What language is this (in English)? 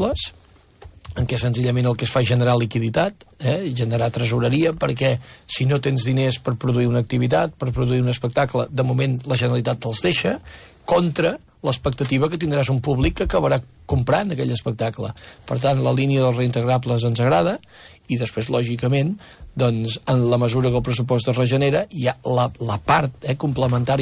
Catalan